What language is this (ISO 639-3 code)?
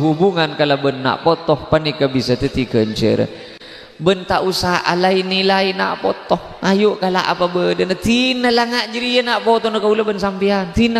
mad